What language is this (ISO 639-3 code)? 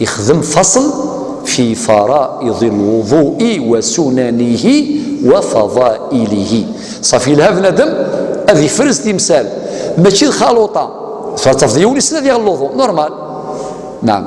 kab